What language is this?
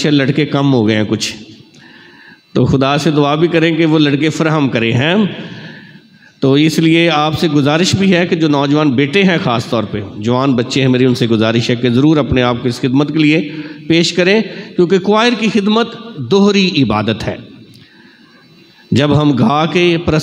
Urdu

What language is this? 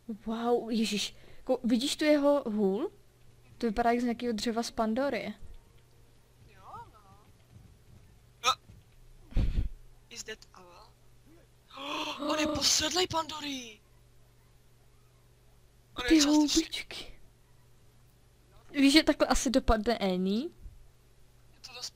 Czech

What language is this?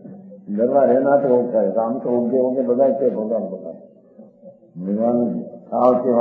Gujarati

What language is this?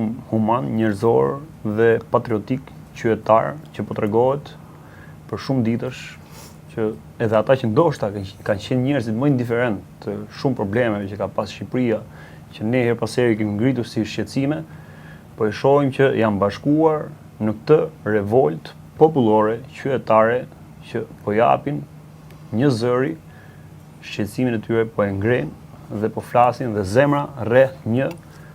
Albanian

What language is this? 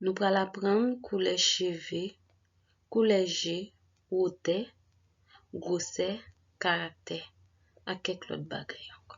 Haitian Creole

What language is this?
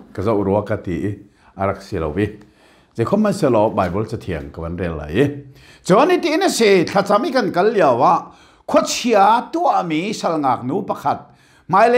Hakha Chin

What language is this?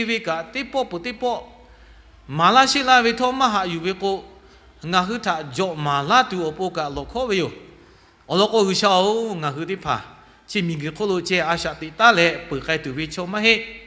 Lahu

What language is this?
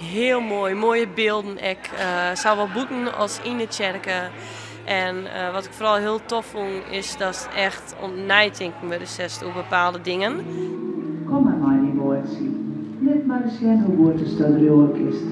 Western Frisian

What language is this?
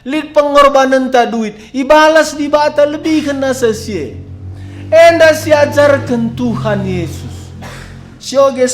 Batak Karo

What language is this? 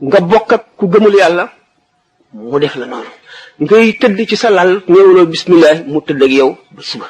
Wolof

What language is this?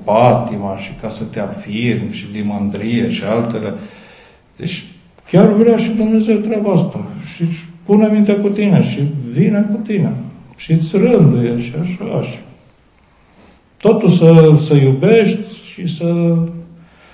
Romanian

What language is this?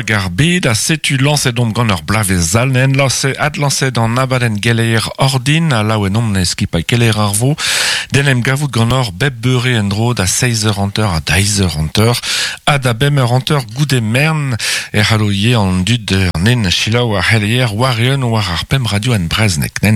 Breton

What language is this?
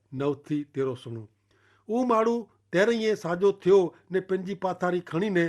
Kachhi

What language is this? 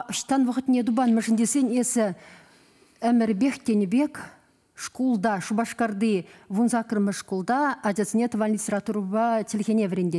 Chuvash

